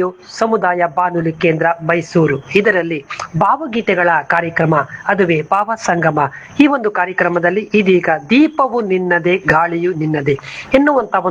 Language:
Kannada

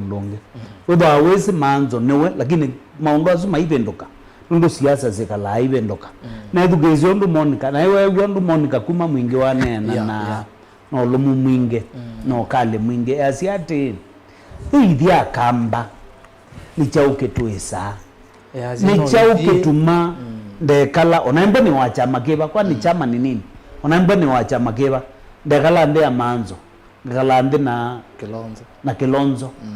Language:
Kamba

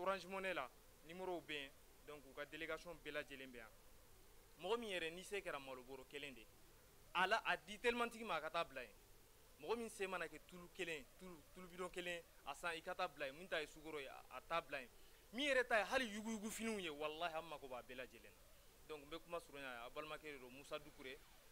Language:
Bambara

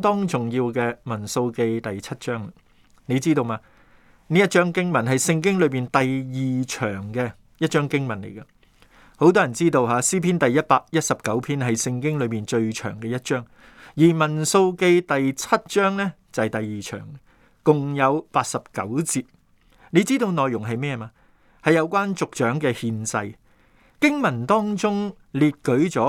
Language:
Cantonese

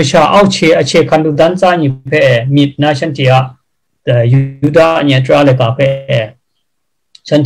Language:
Kachin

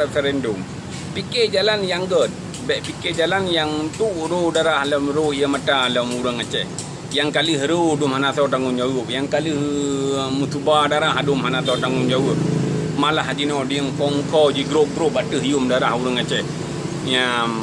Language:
Achinese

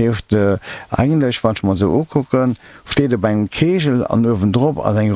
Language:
Luxembourgish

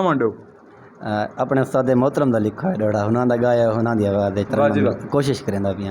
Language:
Saraiki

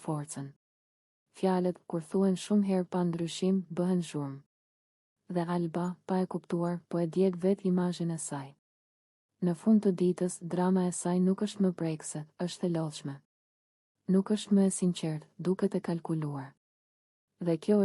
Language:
Albanian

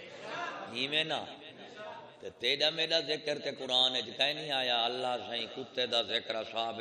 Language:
Saraiki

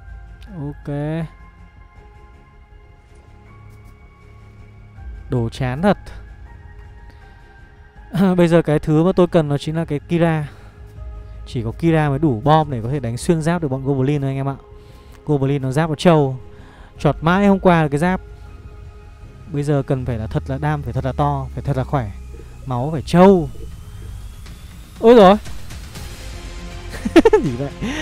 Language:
Vietnamese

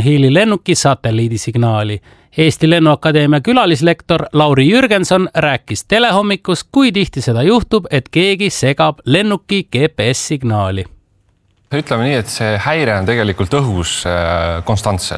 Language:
Estonian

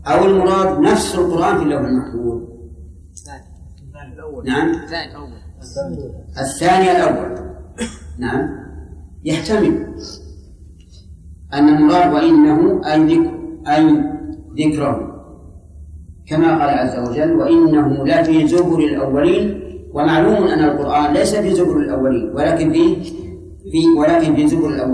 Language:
Arabic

